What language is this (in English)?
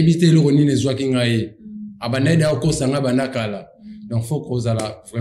Lingala